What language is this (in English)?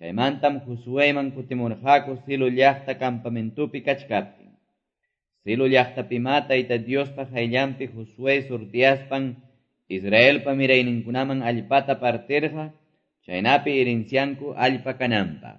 Quechua